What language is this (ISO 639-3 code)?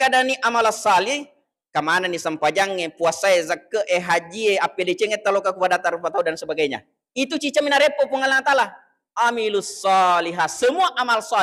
bug